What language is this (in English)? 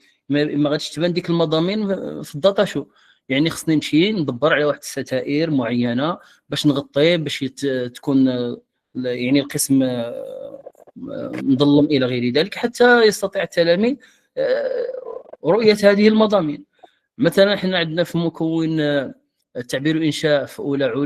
Moroccan Arabic